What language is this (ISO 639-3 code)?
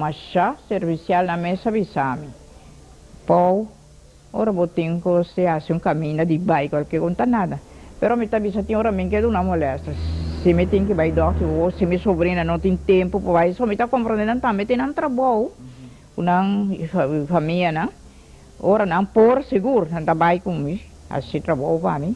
pap